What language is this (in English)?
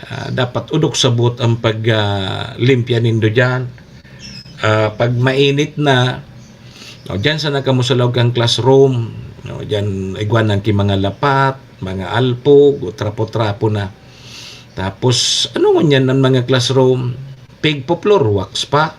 Bikol